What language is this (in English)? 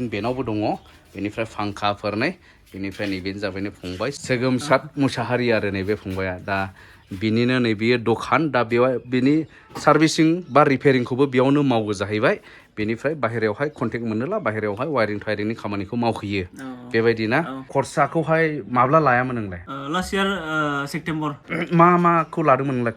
Bodo